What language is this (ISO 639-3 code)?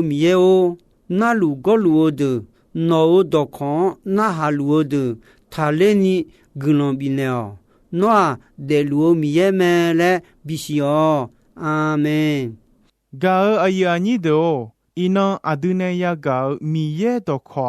ahk